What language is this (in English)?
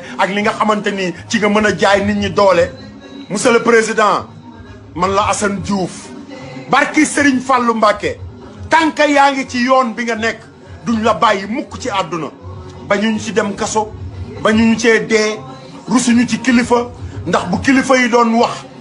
Wolof